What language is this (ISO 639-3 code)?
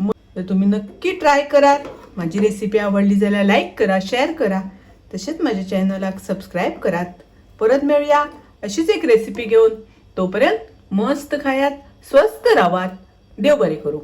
kok